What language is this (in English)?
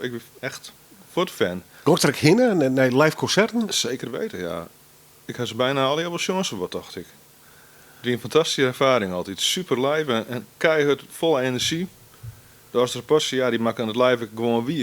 Western Frisian